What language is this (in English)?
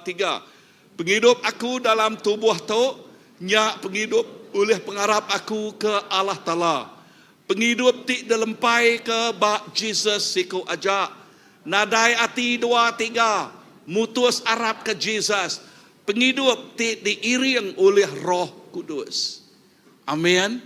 Iban